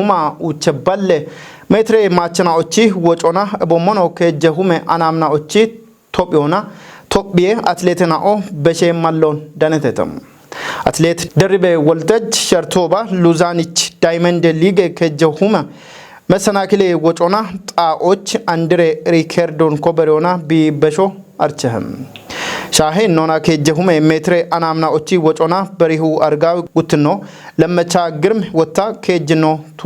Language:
Kafa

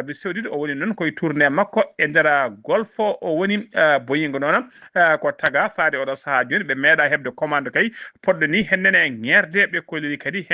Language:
Fula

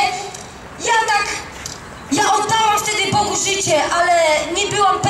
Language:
Polish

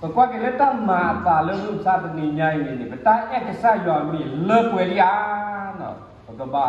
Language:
S'gaw Karen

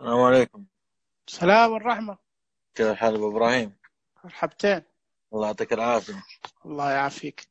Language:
Najdi Arabic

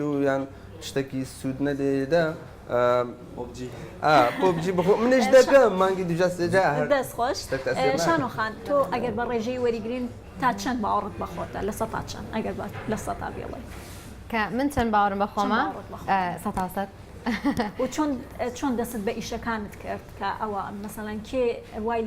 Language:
Central Kurdish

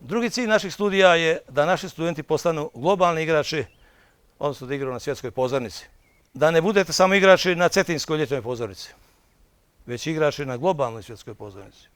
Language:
Bosnian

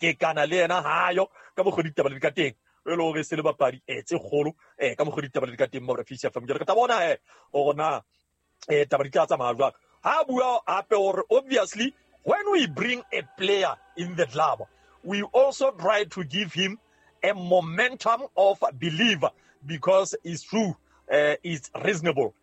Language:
Southern Sotho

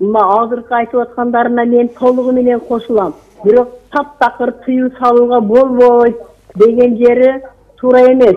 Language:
Kyrgyz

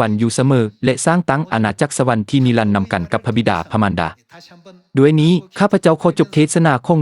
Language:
Lao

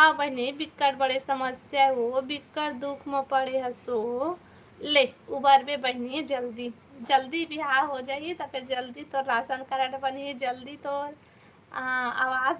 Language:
Chhattisgarhi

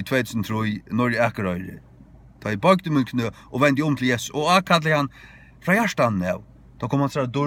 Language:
Faroese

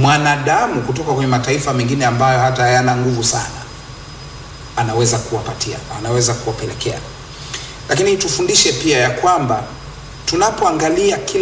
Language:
Swahili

